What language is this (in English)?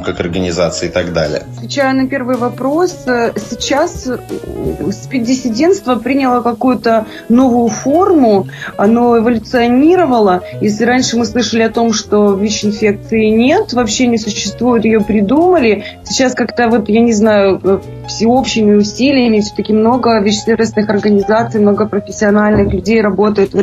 Russian